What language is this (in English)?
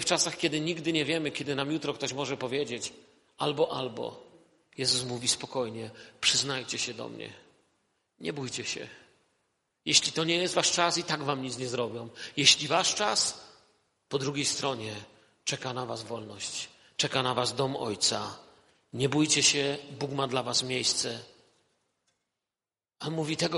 Polish